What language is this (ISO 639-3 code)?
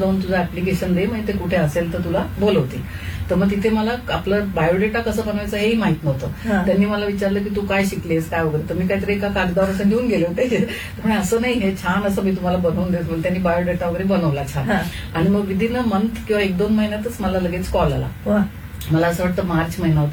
mar